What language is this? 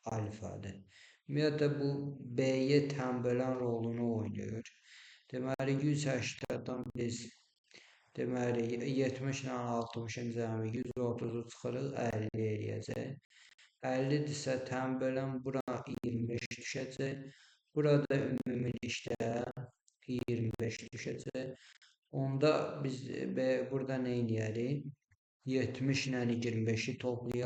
Azerbaijani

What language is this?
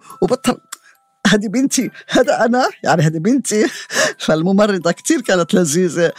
North Levantine Arabic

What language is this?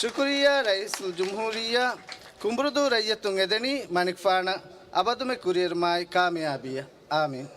Divehi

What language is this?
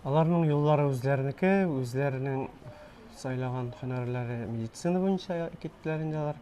Tatar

